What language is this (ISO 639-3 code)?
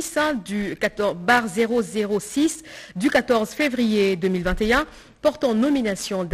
fra